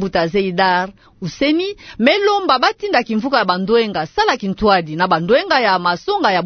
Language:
Kituba (Democratic Republic of Congo)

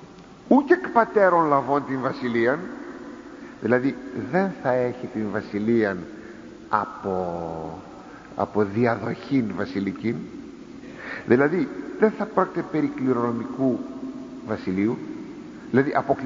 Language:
Greek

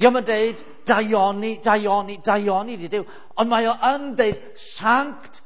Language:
Welsh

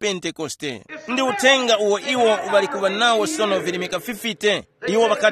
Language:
Tumbuka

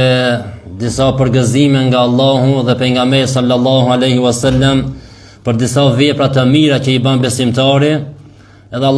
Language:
Albanian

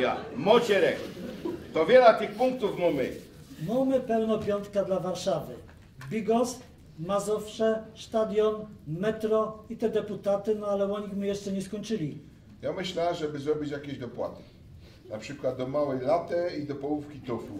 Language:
Silesian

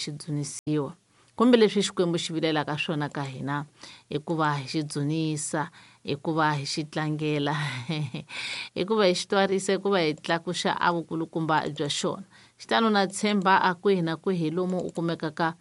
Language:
Tsonga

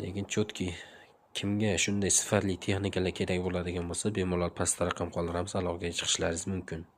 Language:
Uzbek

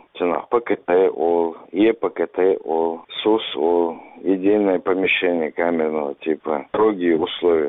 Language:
Chechen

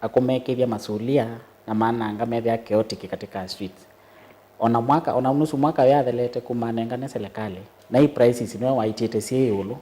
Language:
Kamba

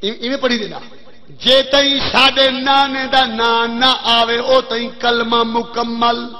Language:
Saraiki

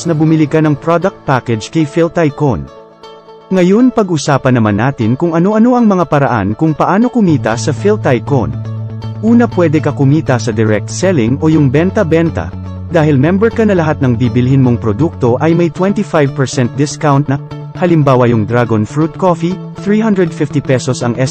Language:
Filipino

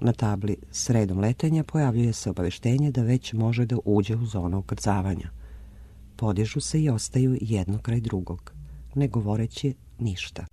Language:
Serbian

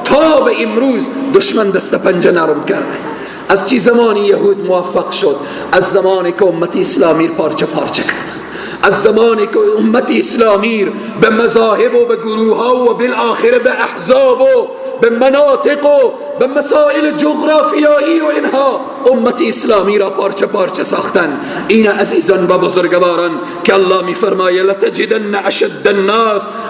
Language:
Persian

